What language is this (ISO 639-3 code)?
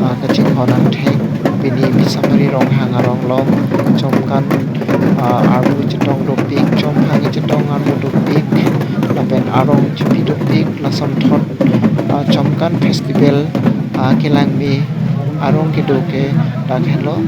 mjw